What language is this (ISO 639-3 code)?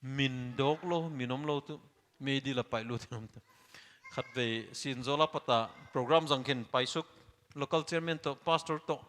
pck